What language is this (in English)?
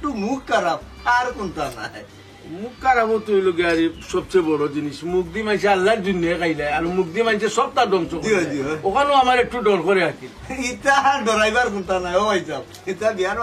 Sylheti